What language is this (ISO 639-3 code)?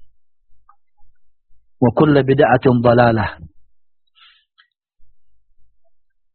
ind